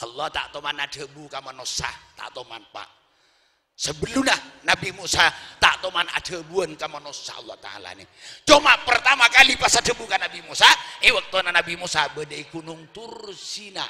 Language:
Madurese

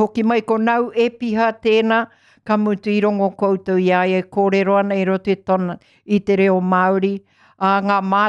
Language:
Māori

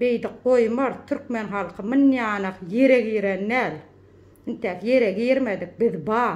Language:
Turkmen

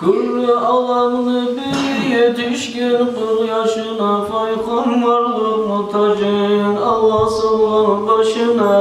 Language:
Kumyk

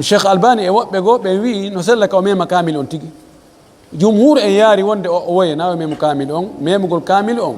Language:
Pular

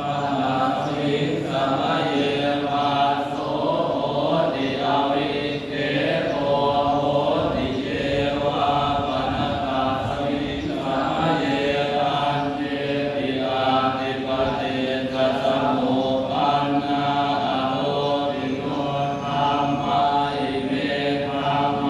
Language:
Pali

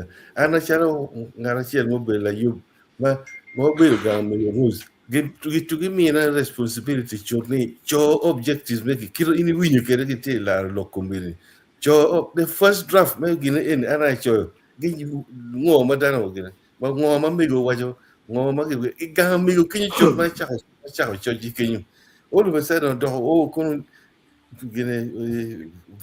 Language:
Acoli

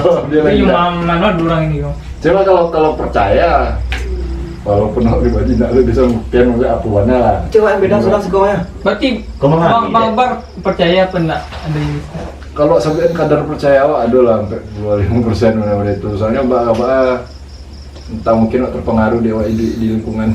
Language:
Minangkabau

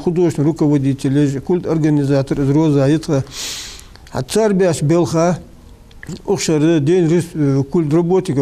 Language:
Ingush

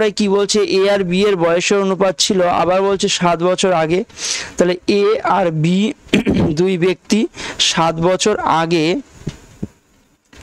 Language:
Bangla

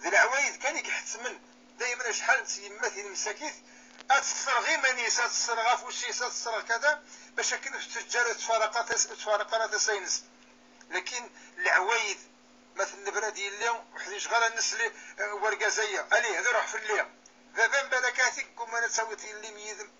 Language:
Kabyle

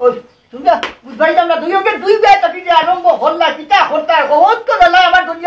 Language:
Sylheti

